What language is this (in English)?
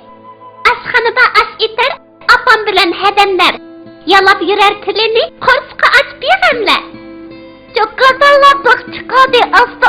Uyghur